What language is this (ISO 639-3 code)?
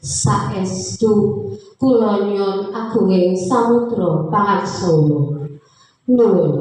jav